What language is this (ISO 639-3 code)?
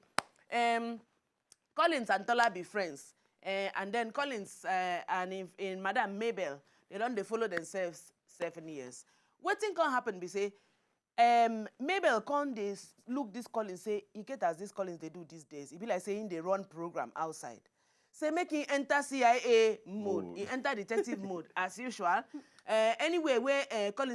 pcm